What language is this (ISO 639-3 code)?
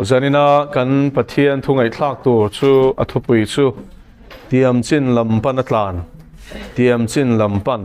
lus